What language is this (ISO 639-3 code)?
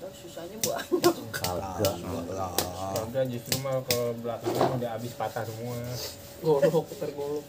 bew